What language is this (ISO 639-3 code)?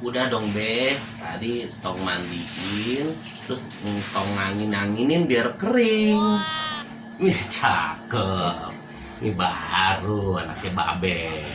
bew